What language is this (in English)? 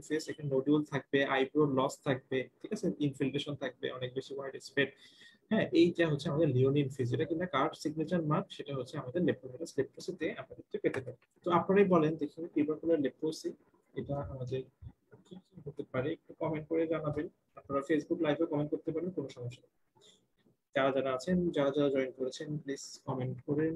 Bangla